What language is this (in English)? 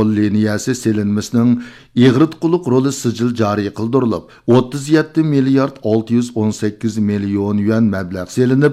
Uyghur